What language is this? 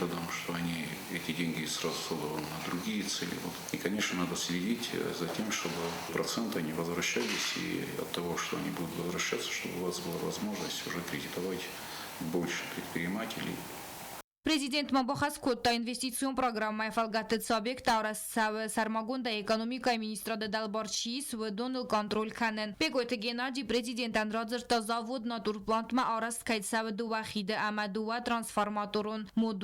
Ossetic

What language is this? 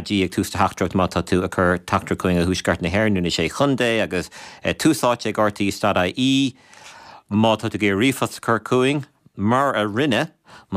Irish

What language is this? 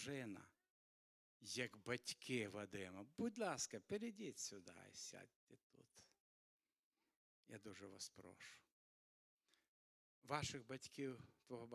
Ukrainian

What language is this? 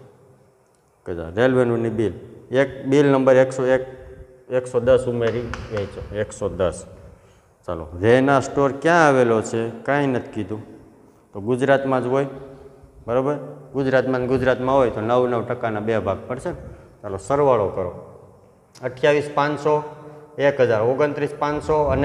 Gujarati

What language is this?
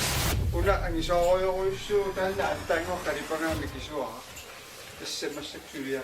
Kalaallisut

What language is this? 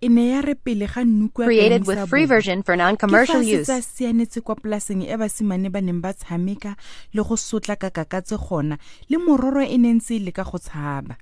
Tswana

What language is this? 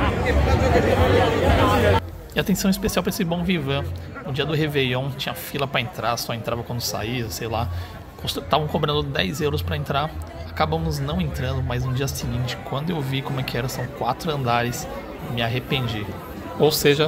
Portuguese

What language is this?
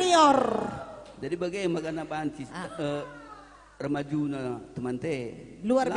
Batak Karo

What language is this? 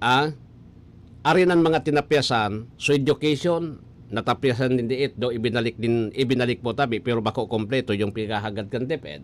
Bikol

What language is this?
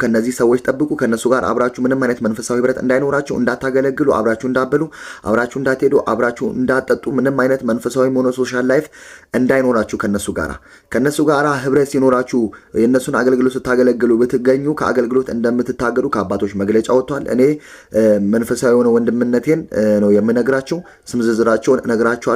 Amharic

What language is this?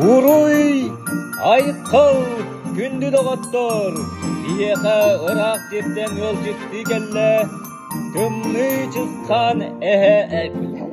Yakut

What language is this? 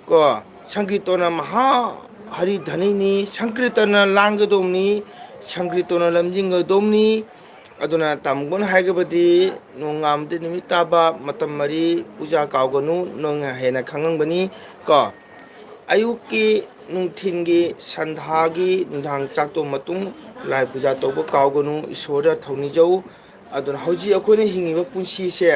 Manipuri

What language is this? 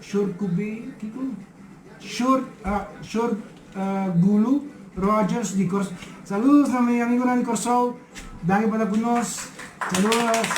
Papiamento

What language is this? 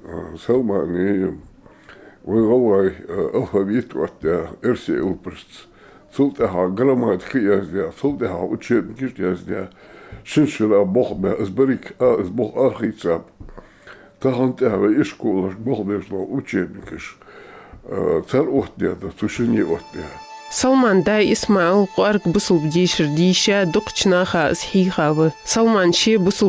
Ingush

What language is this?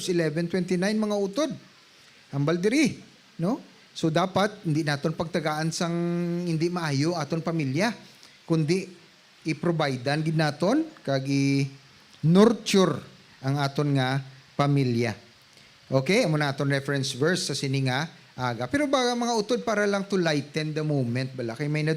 Hiligaynon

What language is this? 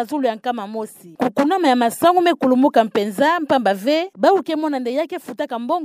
Kituba (Democratic Republic of Congo)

